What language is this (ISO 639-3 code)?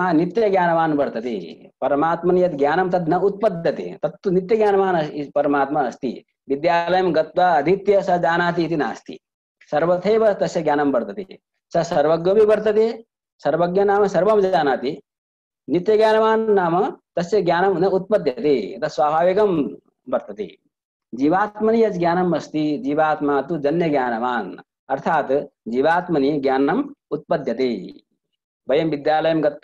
san